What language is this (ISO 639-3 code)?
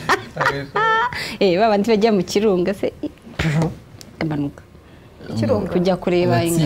kin